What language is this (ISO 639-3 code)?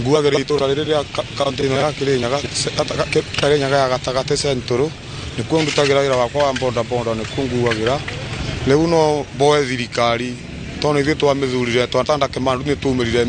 kik